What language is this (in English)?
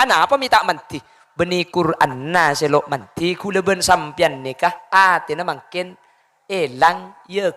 Madurese